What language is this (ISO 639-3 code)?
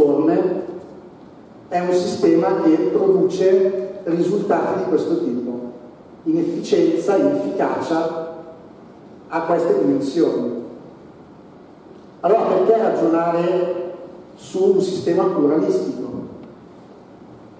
ita